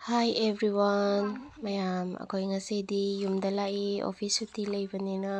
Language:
Manipuri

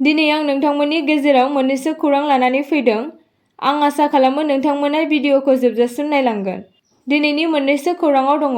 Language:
Bodo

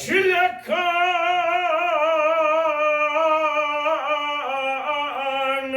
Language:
Kashmiri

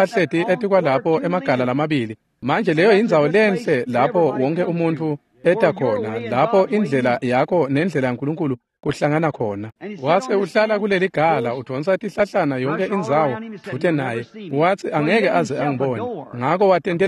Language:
Swati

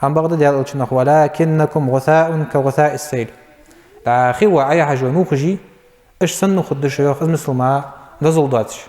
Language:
Ingush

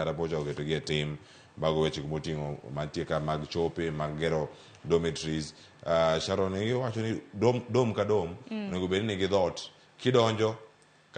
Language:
Luo (Kenya and Tanzania)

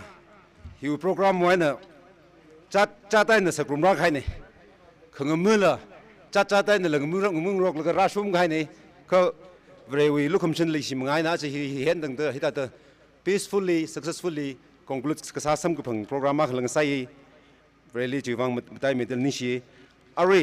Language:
Tangkhul Naga (India)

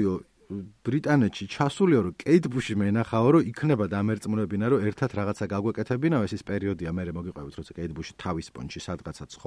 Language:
Georgian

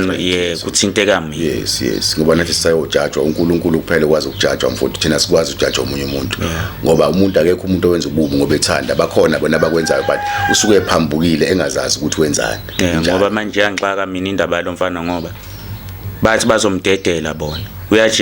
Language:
Zulu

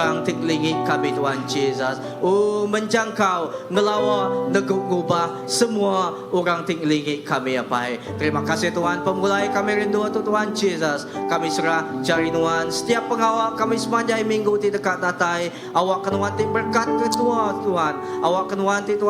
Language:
Iban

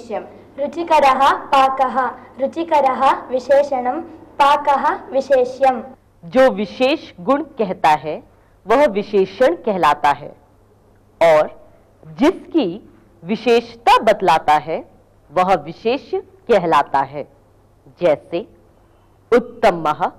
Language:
Sanskrit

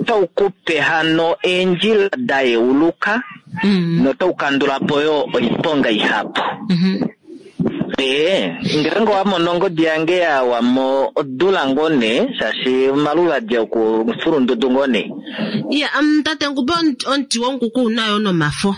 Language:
Kuanyama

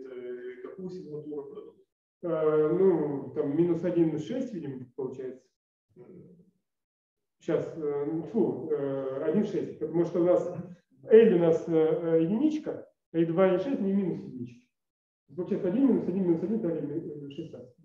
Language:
Russian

